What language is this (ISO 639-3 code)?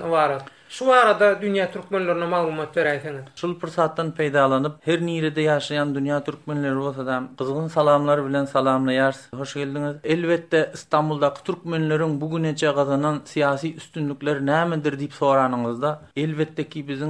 tuk